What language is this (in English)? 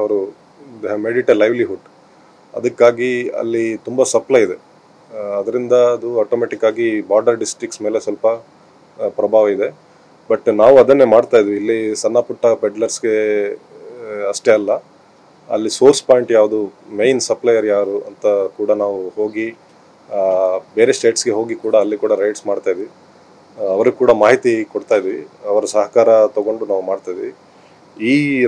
Kannada